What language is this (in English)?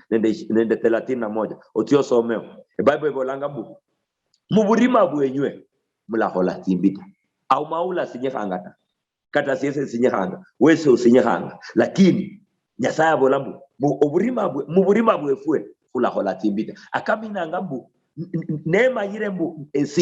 Luyia